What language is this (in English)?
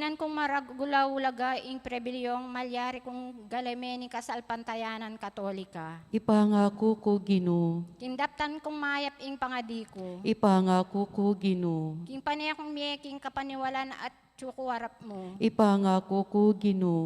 Pampanga